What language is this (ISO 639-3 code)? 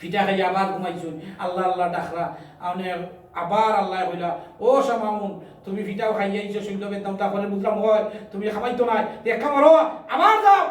syl